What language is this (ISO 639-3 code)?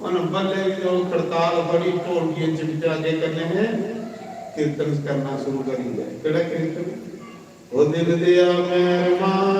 doi